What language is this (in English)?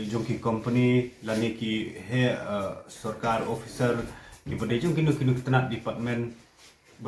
Khasi